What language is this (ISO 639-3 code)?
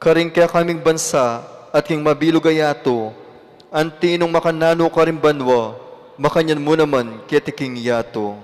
pam